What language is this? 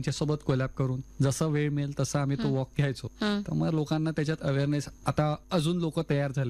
Marathi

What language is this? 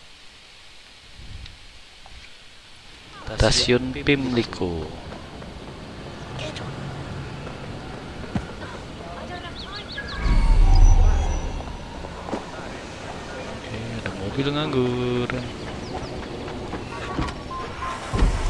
Indonesian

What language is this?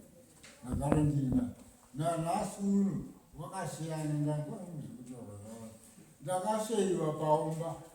Shona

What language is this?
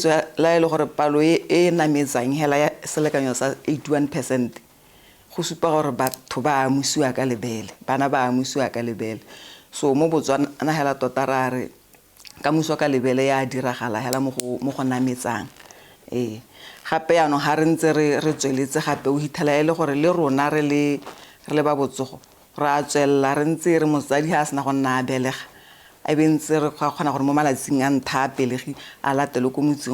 Tswana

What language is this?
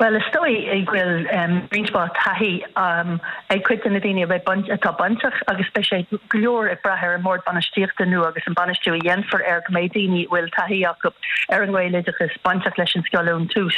Irish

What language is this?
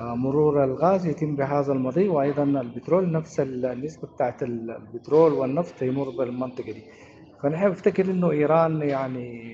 Sudanese Arabic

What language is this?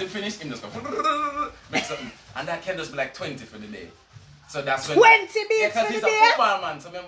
Jamaican Creole English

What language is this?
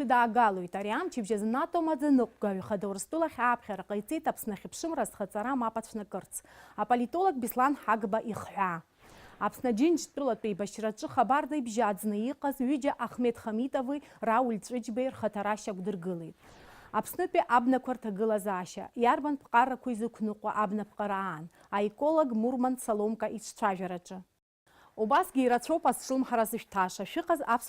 Abkhazian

